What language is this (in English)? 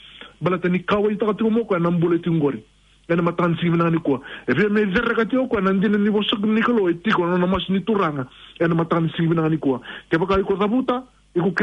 Fijian